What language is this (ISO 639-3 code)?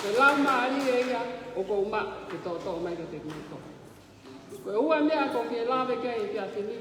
ton